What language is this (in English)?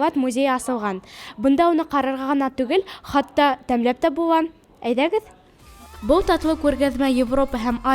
Bashkir